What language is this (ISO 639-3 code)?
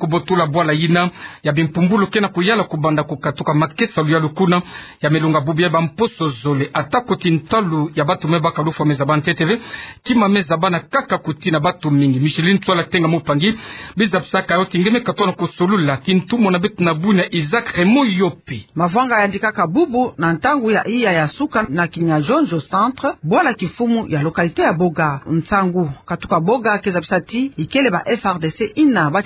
ktu